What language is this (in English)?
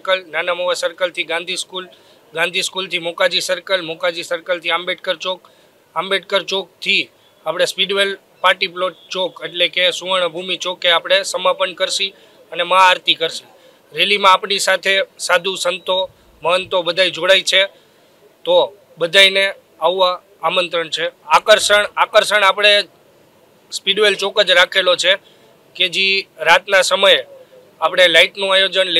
Gujarati